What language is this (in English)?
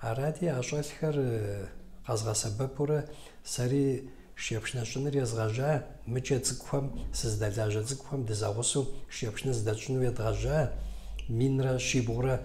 Kabardian